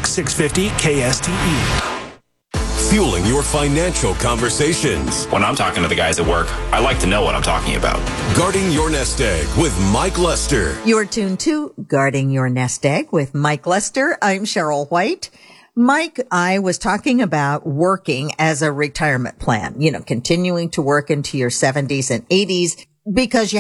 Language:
English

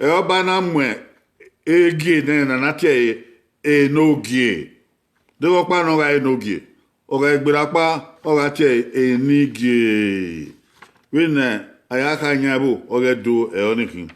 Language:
Bini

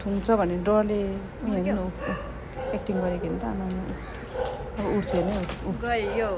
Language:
Nepali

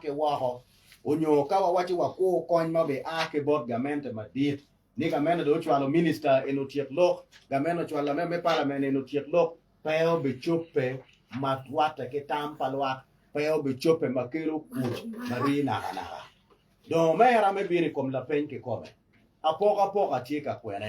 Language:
Acoli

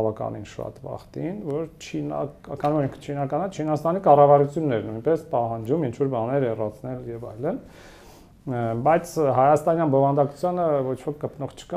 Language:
Armenian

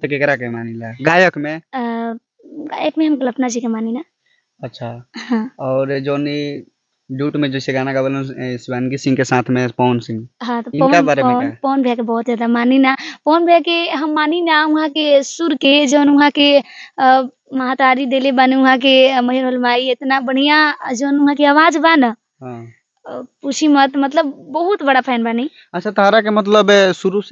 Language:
Bhojpuri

